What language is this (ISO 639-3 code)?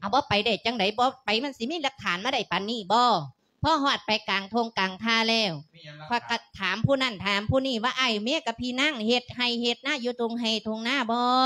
lao